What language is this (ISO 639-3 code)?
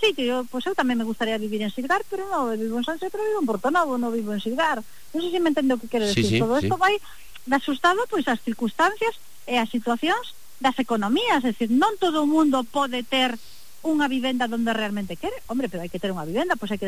glg